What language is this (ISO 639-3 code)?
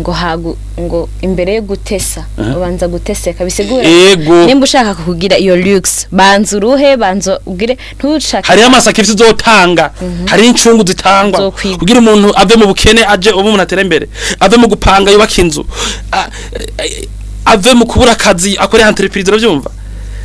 run